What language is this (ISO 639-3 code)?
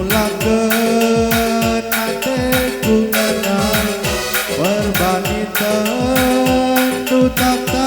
btx